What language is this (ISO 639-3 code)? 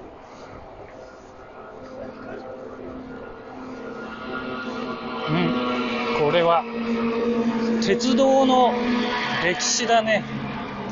jpn